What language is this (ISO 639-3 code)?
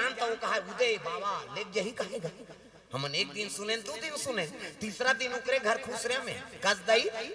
hne